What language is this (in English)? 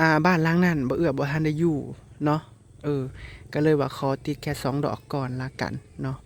Northeastern Thai